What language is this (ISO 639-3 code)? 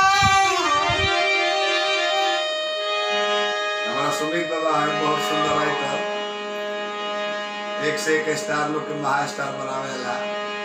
bho